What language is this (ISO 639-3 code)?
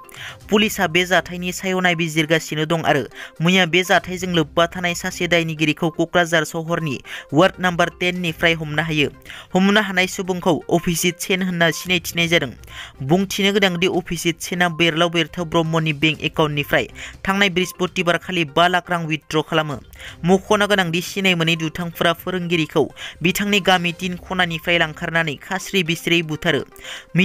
brx